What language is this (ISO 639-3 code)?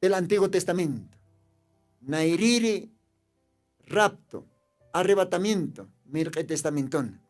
aym